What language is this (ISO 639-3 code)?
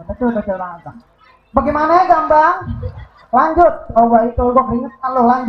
bew